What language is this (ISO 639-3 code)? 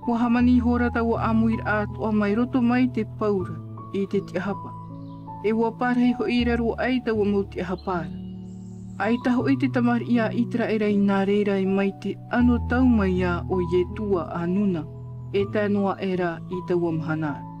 tah